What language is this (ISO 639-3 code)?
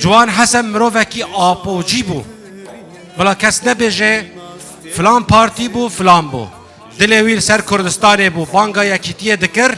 kur